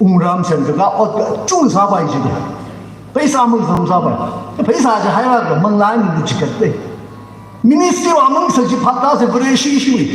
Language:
Tangkhul Naga (India)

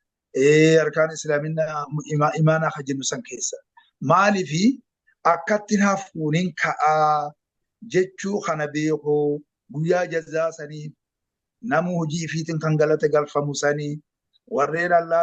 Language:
Oromo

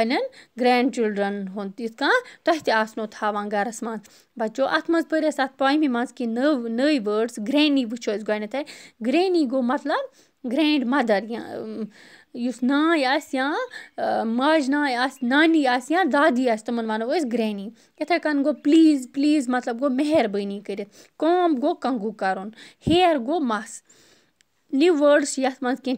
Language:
Kashmiri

